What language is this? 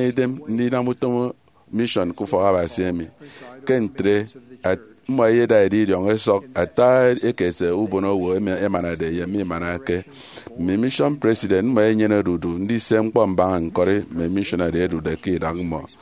Efik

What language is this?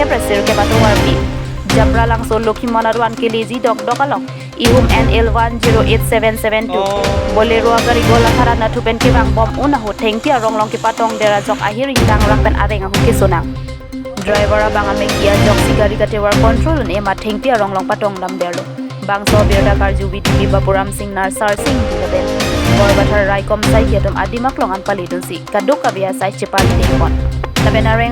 Karbi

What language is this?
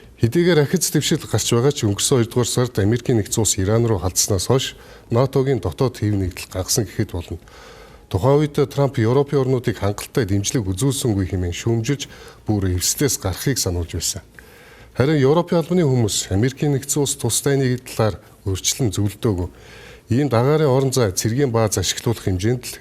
Mongolian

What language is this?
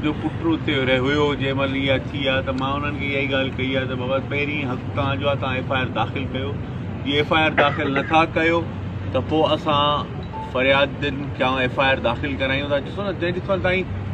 Sindhi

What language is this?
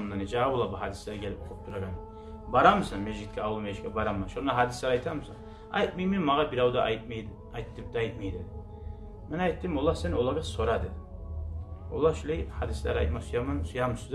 Kumyk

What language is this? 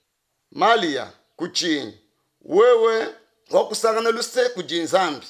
Luba-Lulua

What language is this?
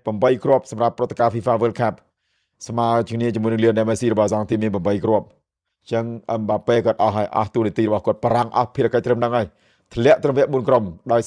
Khmer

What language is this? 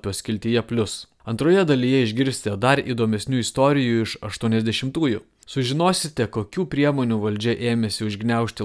Lithuanian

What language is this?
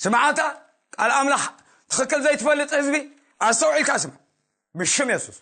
Tigrinya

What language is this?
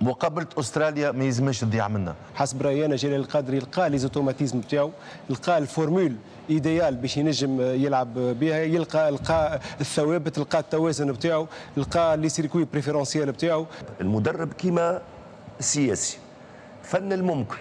Tunisian Arabic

